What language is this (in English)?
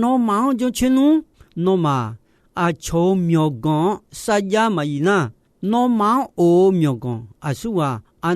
Akha